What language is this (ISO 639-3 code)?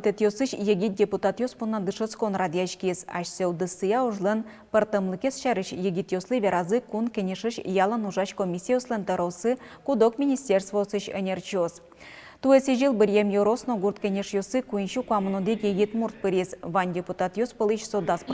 udm